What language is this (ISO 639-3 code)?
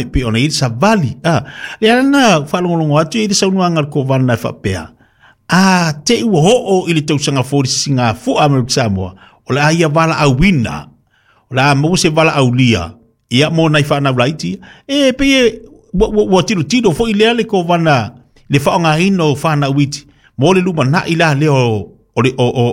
smo